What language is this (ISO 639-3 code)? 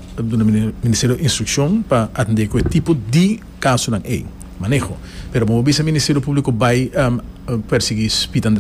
pap